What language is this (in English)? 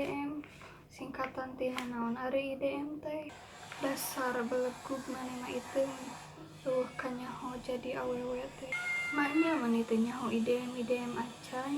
Sundanese